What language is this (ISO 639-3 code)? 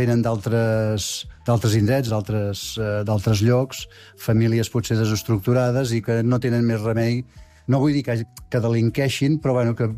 cat